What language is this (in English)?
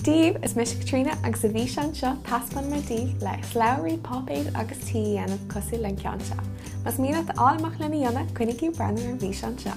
Irish